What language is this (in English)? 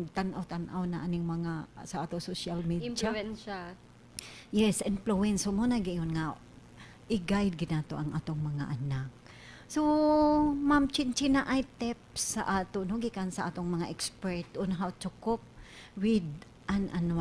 Cebuano